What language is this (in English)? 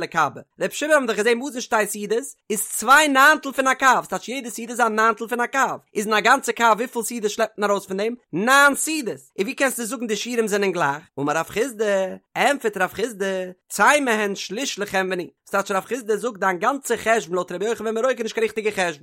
Yiddish